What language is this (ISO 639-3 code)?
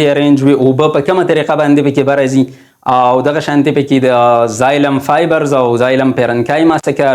pus